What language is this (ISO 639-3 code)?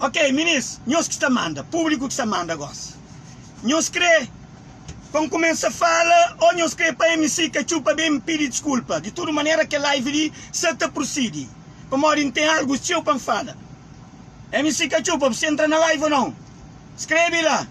kea